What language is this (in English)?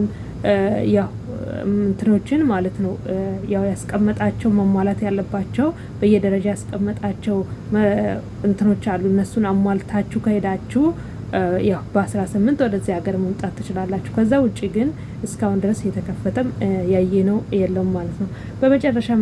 Amharic